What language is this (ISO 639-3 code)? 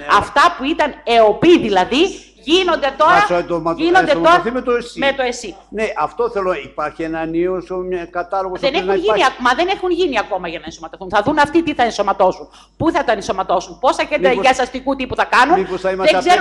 ell